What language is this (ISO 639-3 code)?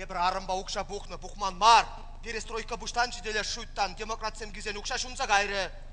chv